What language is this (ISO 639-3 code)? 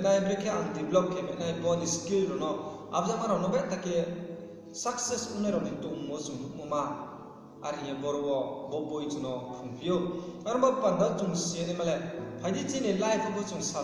ria